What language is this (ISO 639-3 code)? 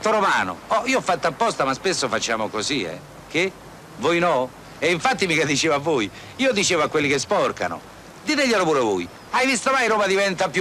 ita